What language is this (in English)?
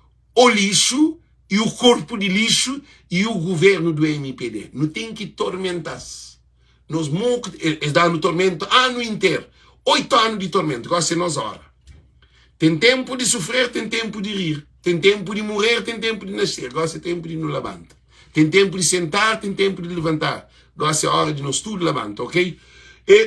Kabuverdianu